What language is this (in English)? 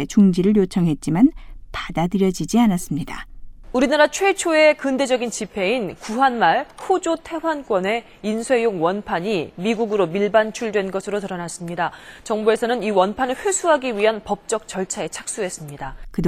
Korean